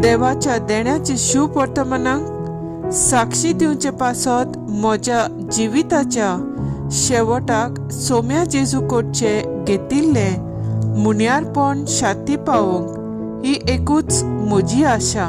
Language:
Konkani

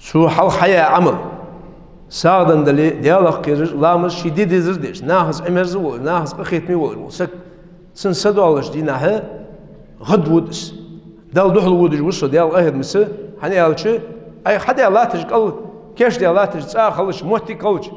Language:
Ingush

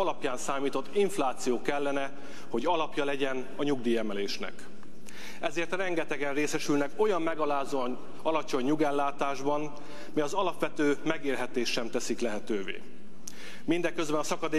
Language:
Hungarian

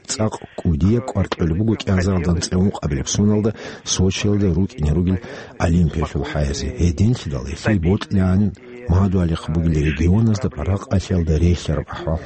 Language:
Avaric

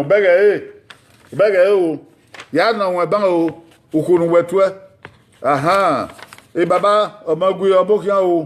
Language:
Bini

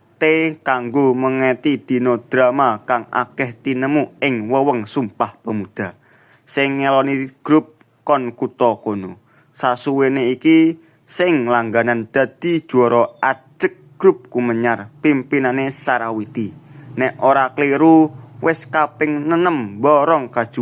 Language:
Javanese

